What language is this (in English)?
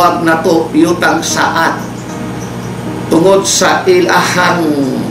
Cebuano